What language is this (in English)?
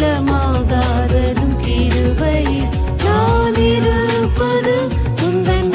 Tamil